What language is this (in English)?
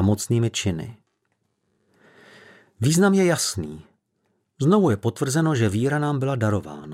Czech